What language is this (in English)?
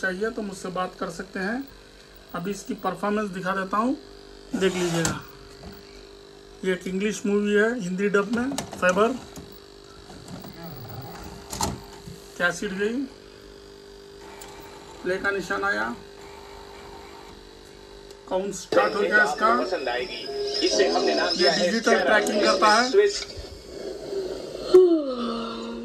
Hindi